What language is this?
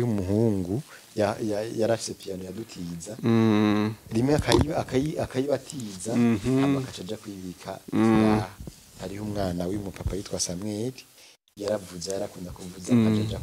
Rundi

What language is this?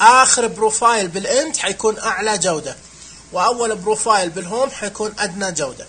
Najdi Arabic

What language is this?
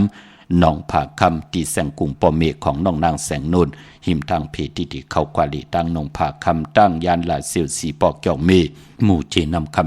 Shan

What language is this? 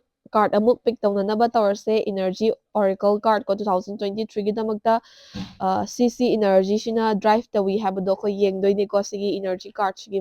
Manipuri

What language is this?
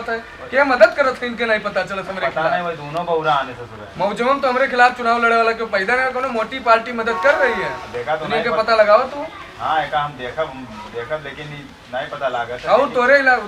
Awadhi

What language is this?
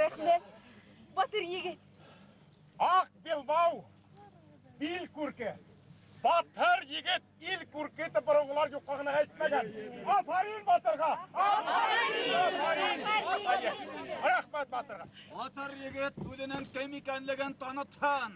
Bashkir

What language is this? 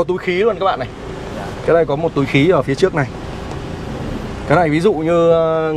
Vietnamese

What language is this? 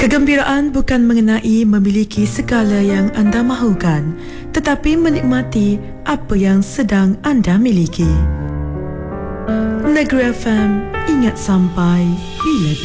Malay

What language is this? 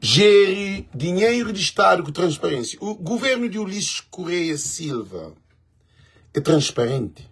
Kabuverdianu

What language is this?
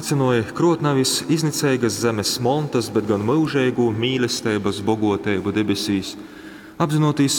Latgalian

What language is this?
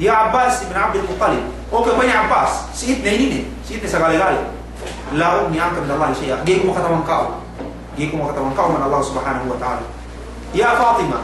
Yakan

